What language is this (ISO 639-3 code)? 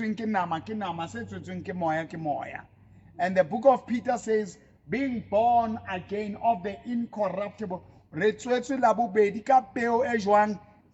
sot